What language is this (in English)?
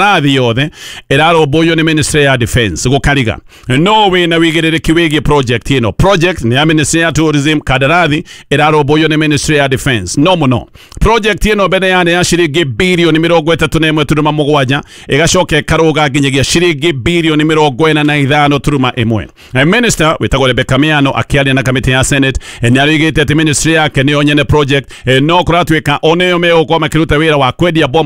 Kikuyu